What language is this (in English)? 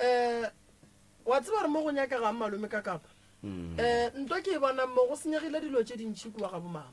Northern Sotho